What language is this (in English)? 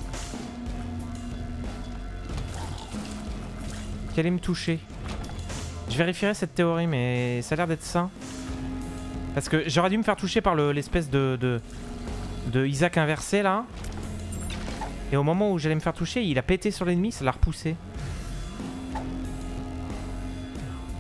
French